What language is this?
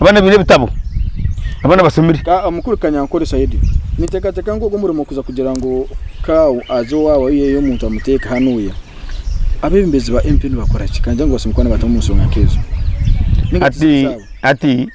Nyankole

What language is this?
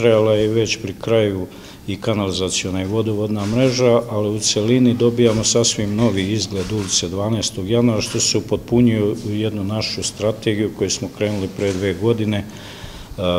Serbian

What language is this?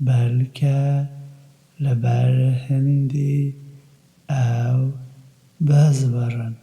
Kurdish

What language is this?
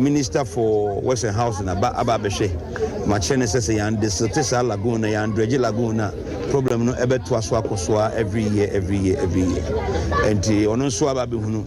Akan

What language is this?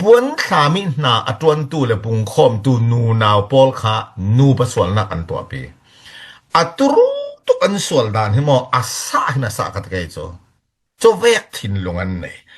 Falam Chin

